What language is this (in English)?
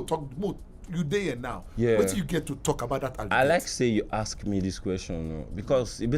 Nigerian Pidgin